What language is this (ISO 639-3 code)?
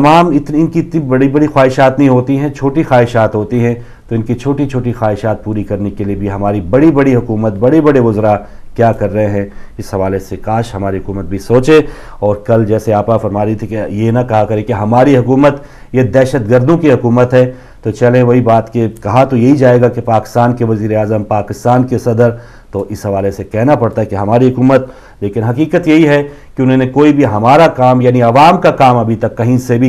urd